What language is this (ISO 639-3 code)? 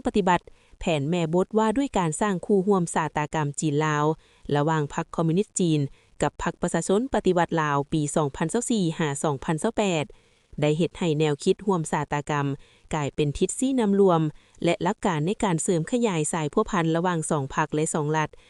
lao